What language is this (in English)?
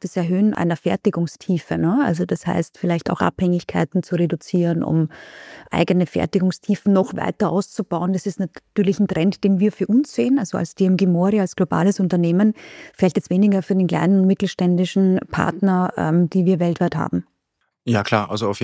German